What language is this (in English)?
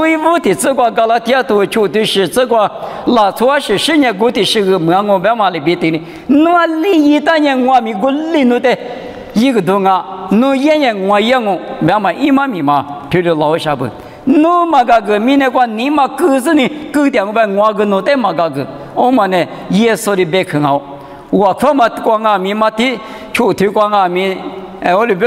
Lisu